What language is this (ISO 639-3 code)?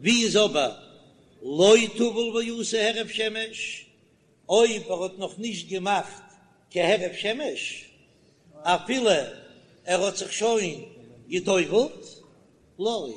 yid